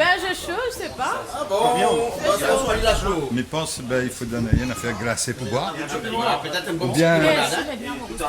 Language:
Réunion Creole French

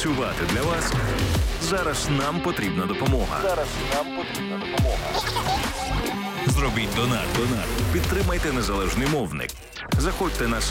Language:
Ukrainian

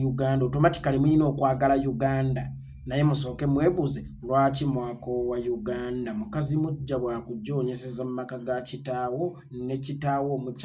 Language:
Ganda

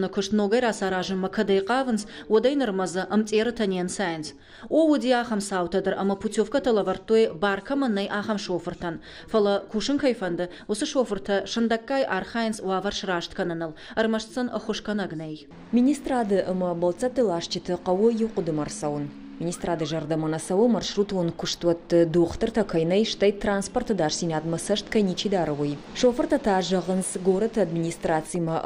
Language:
Ossetic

